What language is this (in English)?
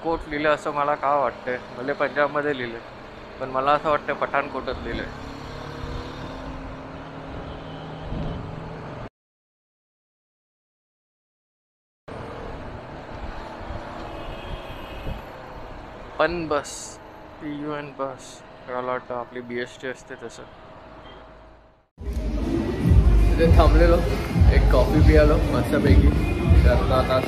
Marathi